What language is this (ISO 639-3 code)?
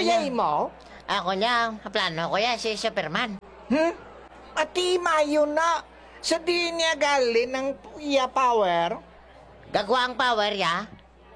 hil